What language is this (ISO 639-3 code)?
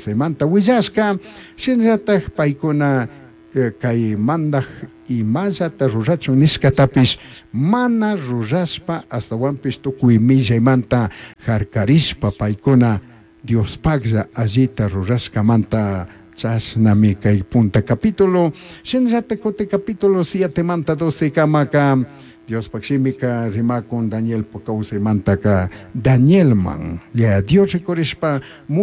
qug